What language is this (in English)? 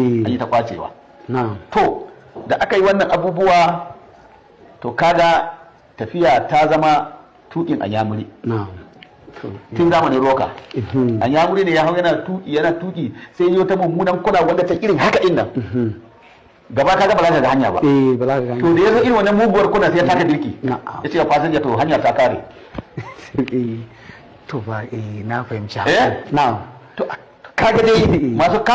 Hausa